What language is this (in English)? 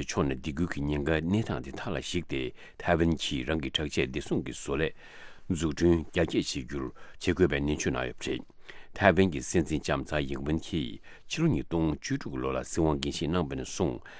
Tibetan